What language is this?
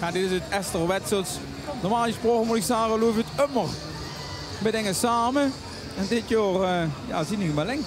Limburgish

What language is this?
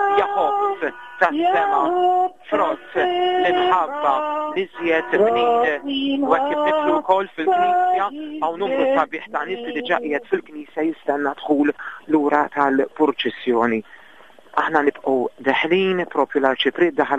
Maltese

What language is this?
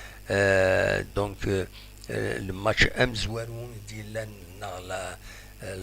Kabyle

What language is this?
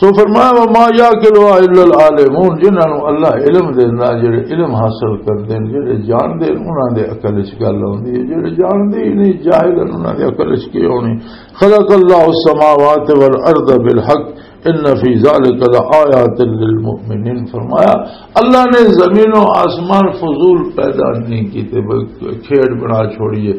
Western Panjabi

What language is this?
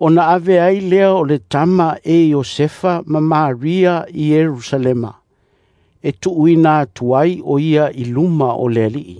Samoan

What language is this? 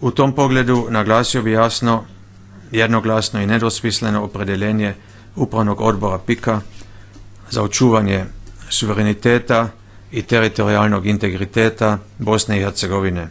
Bosnian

